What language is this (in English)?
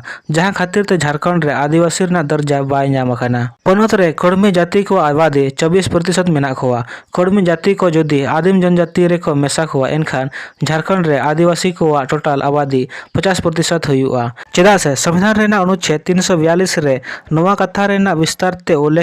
Santali